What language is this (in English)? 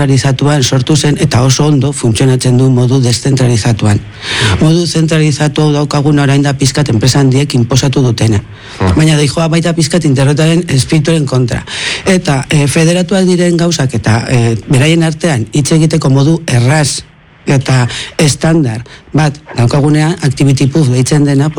Basque